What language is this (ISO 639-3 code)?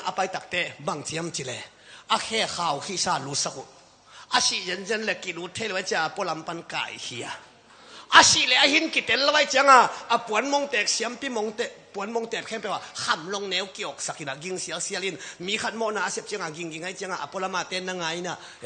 ctd